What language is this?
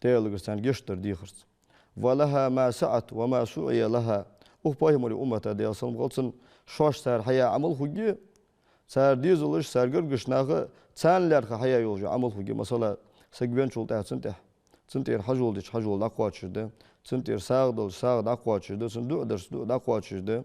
Ingush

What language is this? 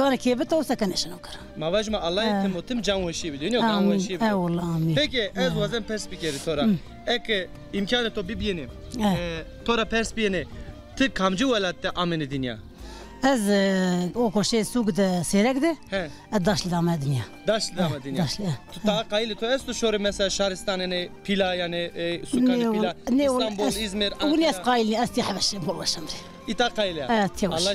Zaza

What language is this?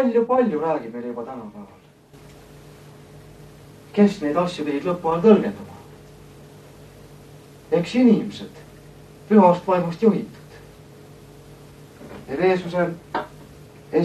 Estonian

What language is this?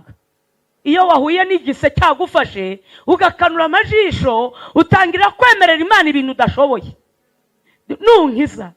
Kinyarwanda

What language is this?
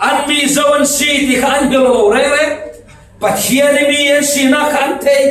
Falam Chin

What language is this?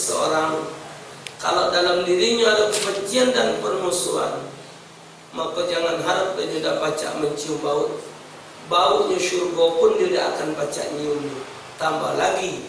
Musi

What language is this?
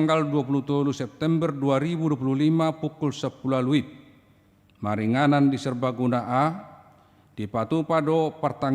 Batak Toba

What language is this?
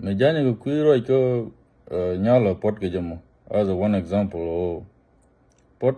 Nuer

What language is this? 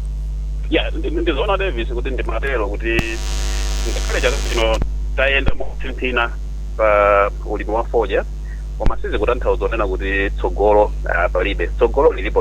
Nyanja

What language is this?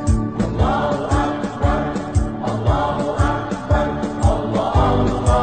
Malay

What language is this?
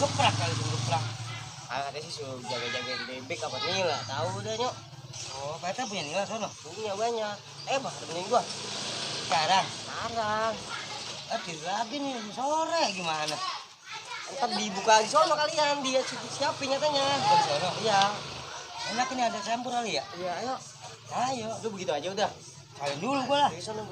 Betawi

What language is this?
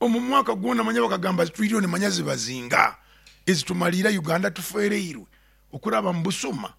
Nyoro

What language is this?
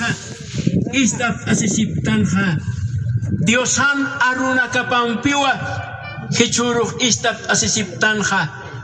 Aymara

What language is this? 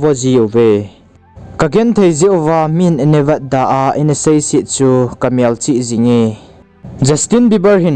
Thado Chin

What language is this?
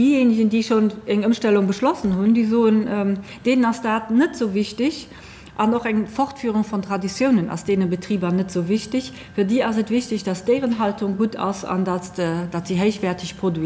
Luxembourgish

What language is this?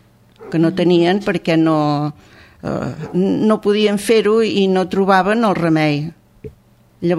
Catalan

